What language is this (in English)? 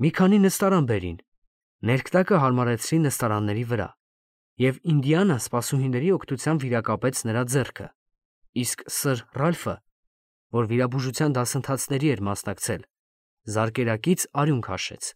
Armenian